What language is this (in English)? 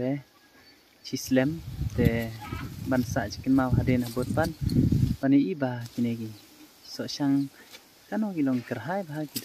Khasi